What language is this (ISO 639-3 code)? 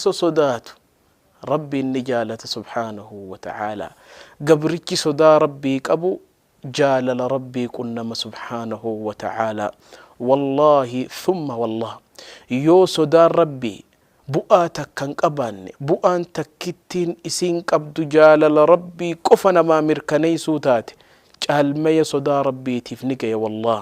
orm